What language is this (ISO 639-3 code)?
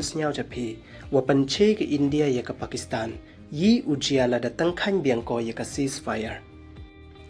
pbv